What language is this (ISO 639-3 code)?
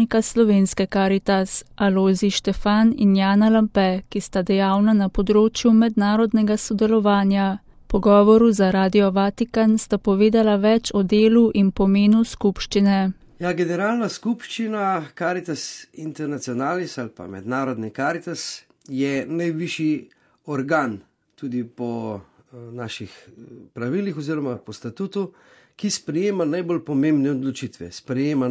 slv